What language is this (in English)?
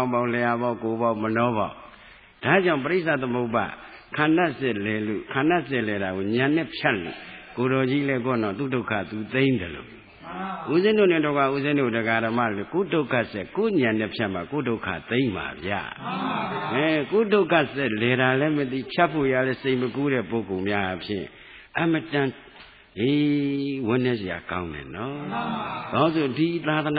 Burmese